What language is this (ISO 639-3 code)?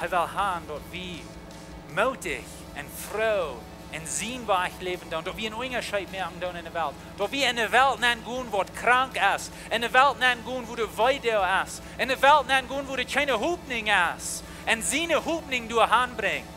pdt